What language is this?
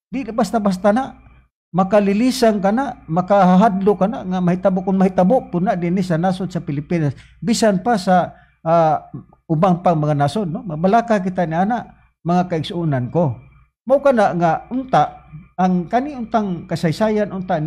Cebuano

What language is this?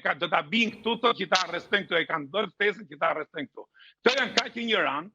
Albanian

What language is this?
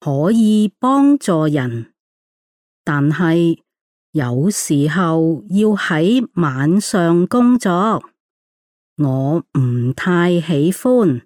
Cantonese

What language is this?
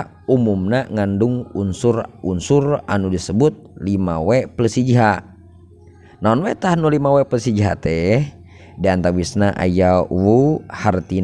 Sundanese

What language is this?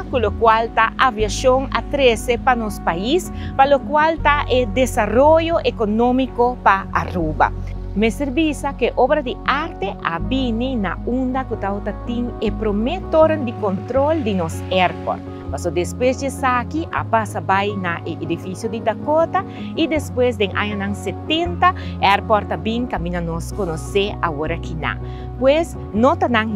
Papiamento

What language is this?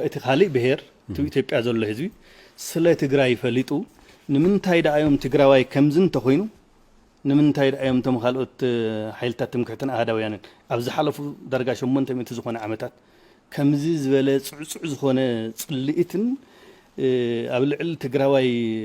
Tigrinya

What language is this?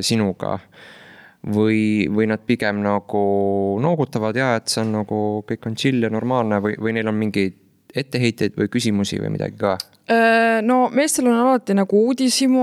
Estonian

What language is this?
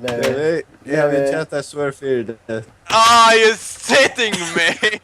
Faroese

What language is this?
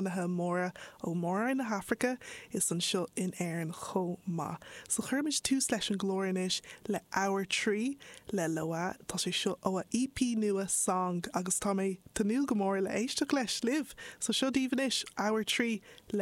Irish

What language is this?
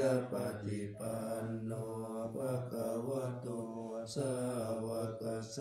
Pali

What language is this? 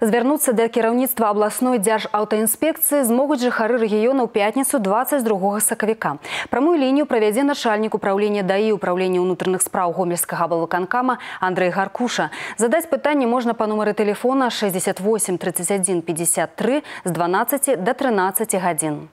Belarusian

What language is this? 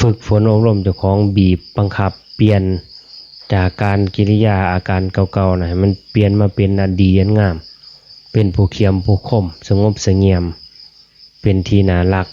Northeastern Thai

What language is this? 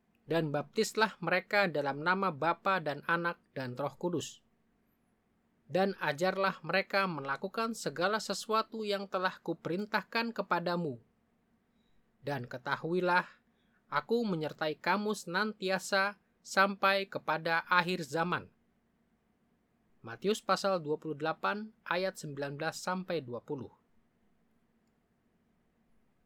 Indonesian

